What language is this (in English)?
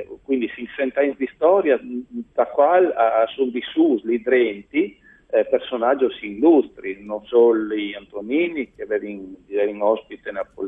Friulian